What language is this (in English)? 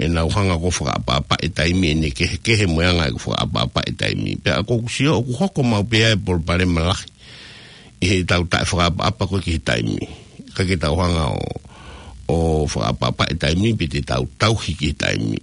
Tongan